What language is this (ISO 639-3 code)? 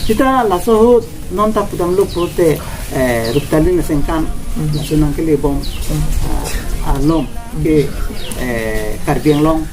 mjw